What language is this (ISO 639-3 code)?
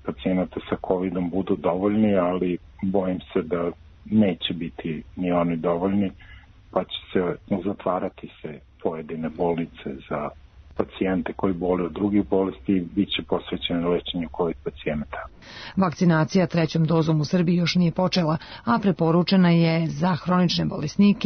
srp